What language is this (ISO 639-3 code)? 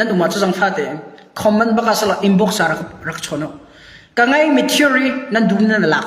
cnh